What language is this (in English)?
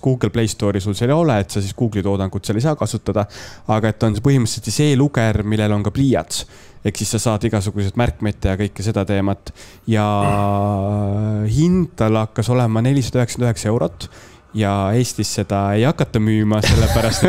Estonian